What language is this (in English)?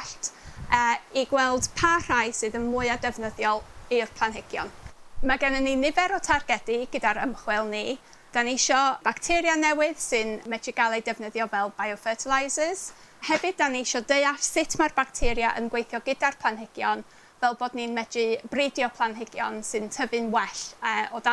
Welsh